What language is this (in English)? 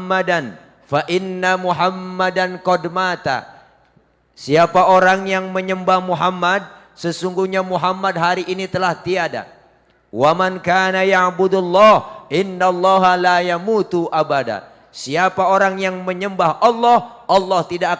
Betawi